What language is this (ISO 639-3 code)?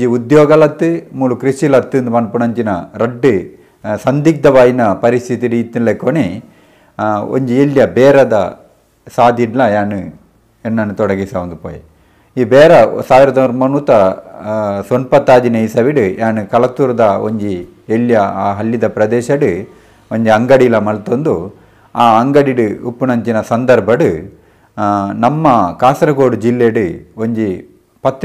tcy